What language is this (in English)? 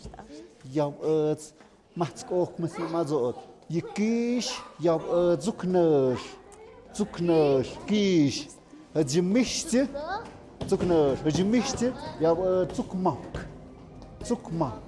Tlahuitoltepec Mixe